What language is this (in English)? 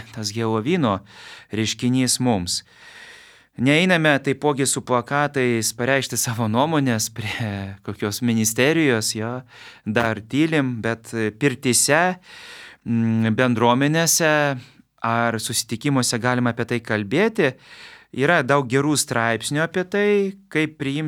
Lithuanian